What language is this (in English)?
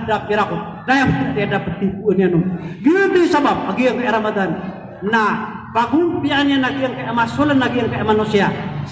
Maranao